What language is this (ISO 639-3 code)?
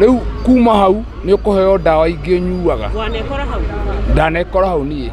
kik